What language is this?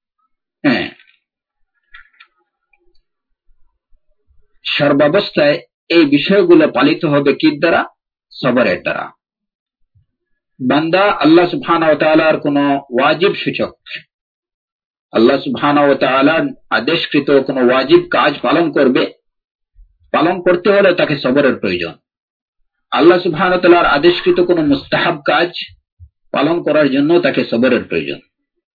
Bangla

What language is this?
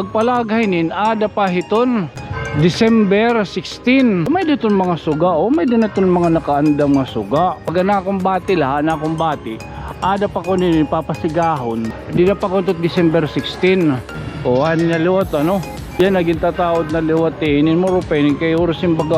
Waray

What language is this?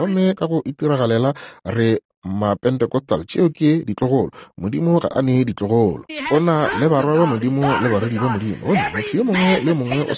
Northern Sotho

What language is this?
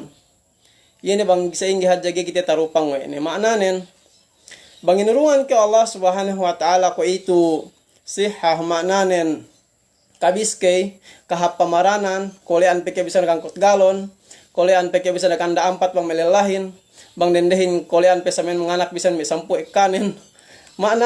Yakan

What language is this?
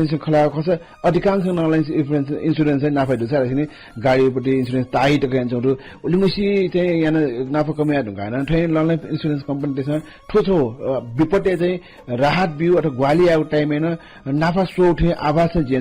Newari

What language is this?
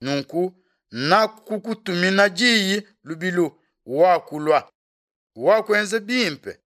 Luba-Lulua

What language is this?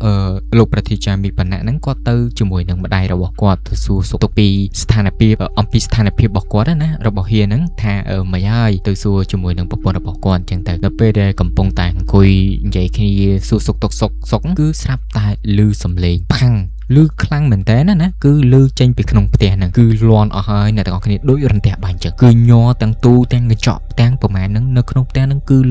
Khmer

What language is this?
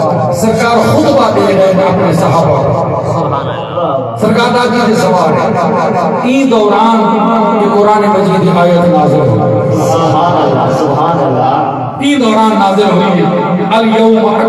Saraiki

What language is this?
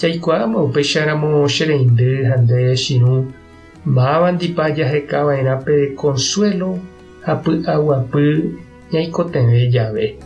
Guarani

